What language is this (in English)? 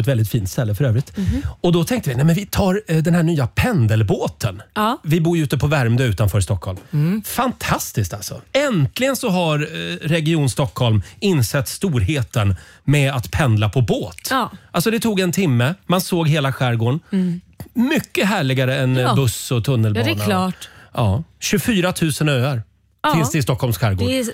Swedish